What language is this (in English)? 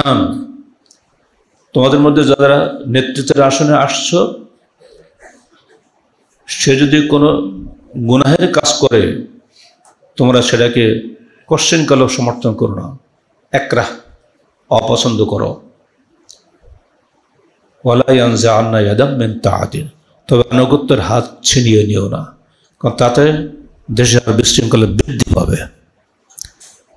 Bangla